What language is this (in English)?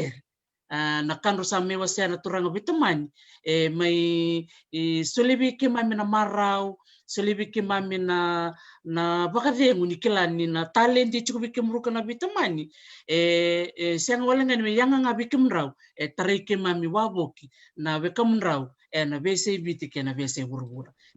Fijian